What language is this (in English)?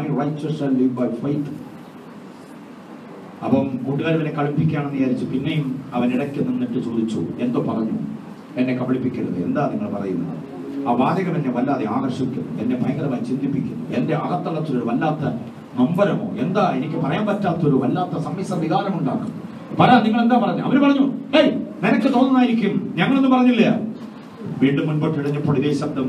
Malayalam